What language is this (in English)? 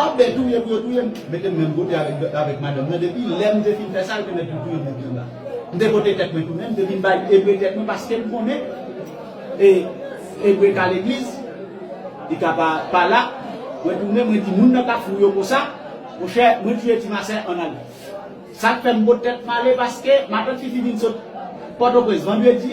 Haitian Creole